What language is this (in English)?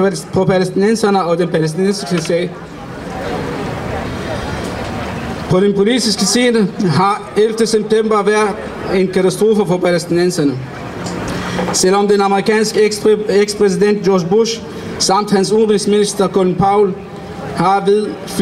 Danish